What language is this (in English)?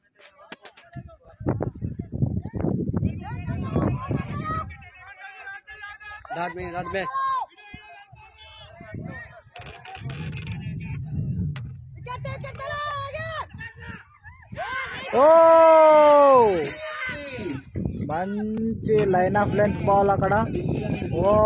Telugu